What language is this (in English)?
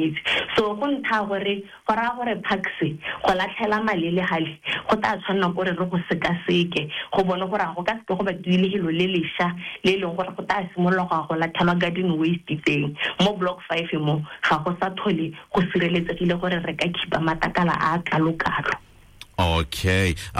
Tswana